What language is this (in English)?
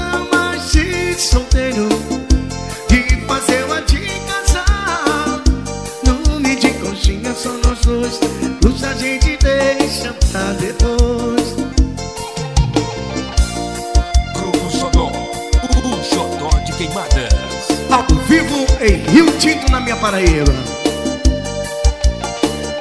Portuguese